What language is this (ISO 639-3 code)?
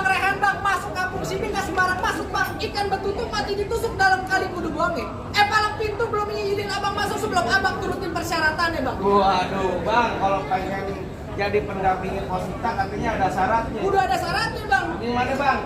bew